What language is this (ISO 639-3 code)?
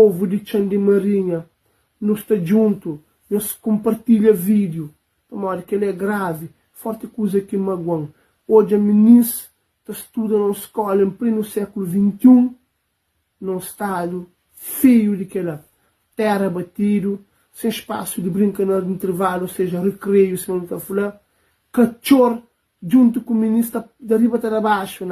kea